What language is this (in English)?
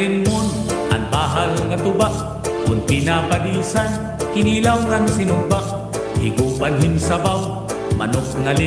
Waray